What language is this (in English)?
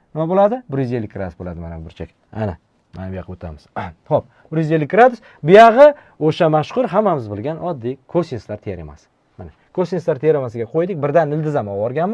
Uzbek